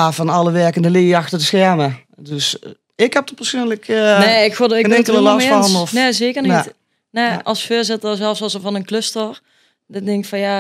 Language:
Limburgish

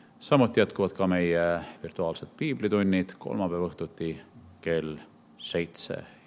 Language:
Estonian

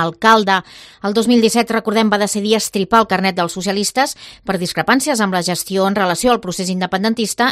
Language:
Catalan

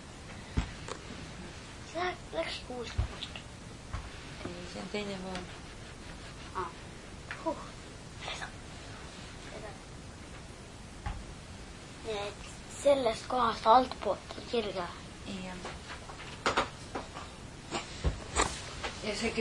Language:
Estonian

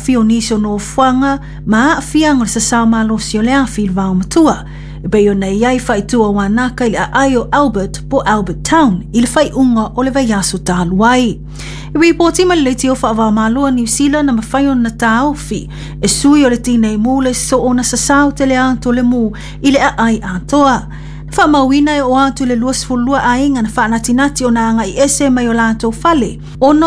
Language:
Samoan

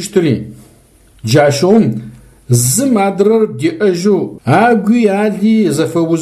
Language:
Adyghe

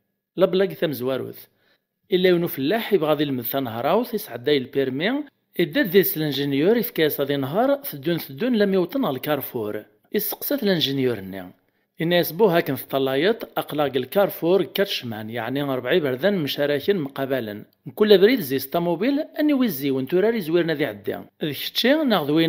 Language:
Kabyle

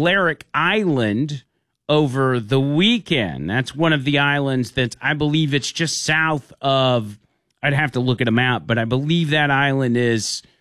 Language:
English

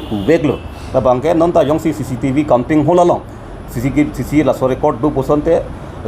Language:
Karbi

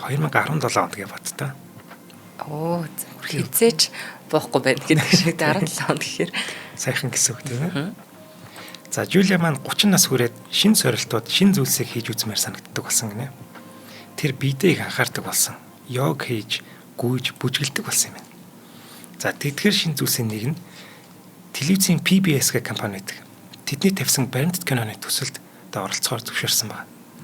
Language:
Mongolian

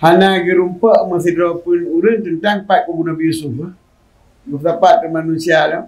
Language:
Achinese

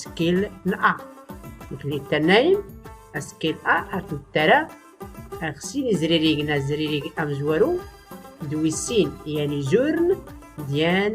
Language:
Tachelhit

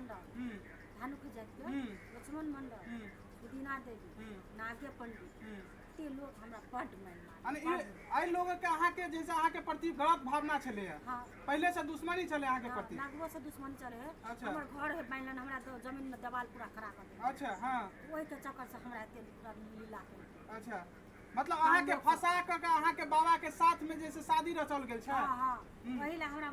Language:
Maithili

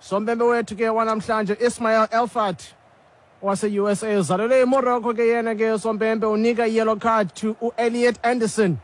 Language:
Xhosa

